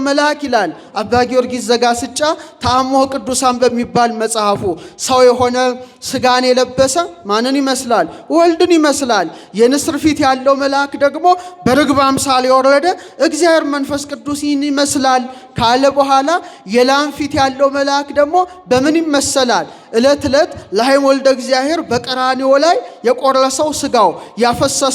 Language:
Amharic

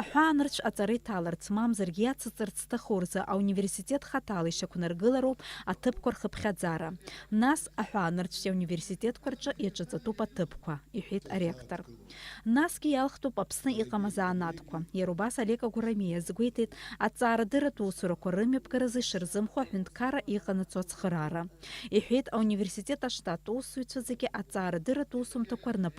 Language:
Abkhazian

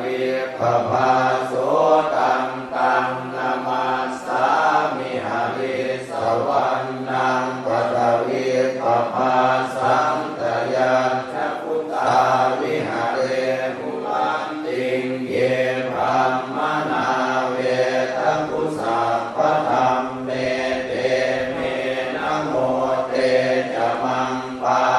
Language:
Pali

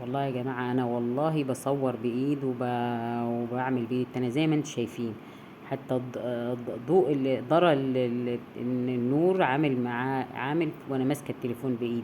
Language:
Egyptian Arabic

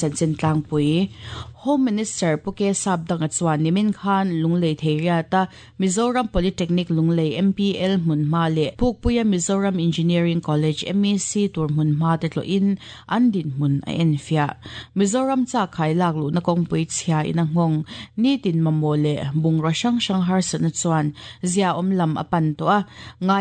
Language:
Mizo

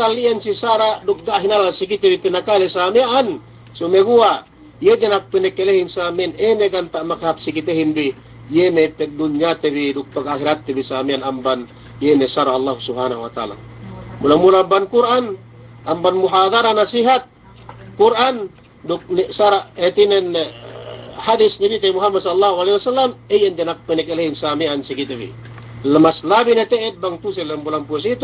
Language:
Yakan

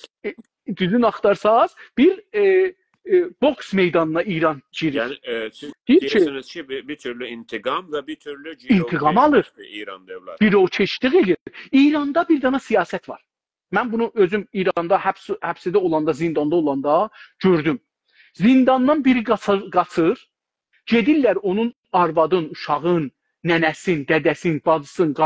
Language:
South Azerbaijani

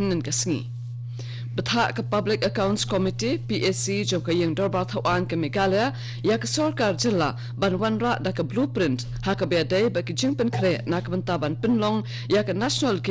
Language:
Khasi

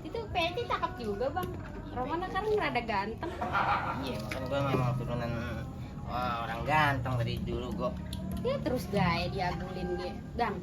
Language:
Betawi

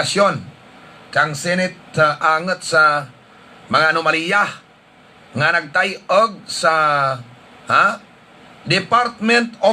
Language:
Hiligaynon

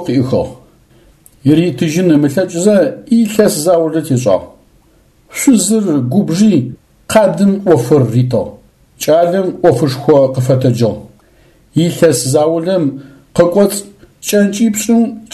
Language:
Adyghe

